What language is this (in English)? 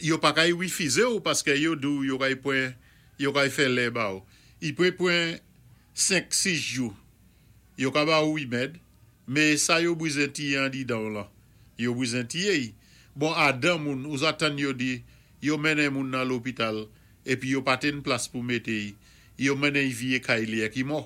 Saint Lucian Creole French